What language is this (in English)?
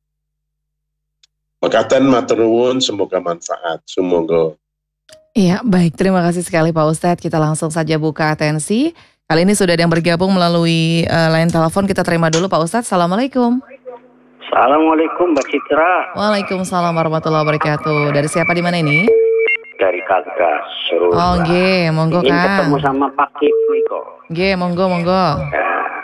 Indonesian